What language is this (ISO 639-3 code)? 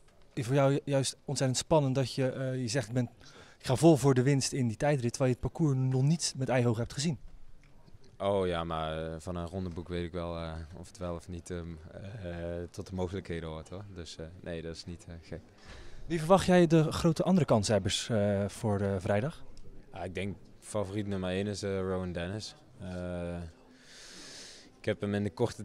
nld